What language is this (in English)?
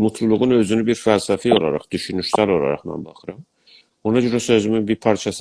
South Azerbaijani